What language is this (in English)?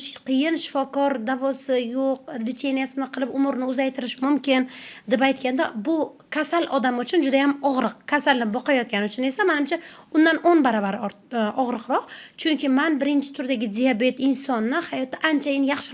Uzbek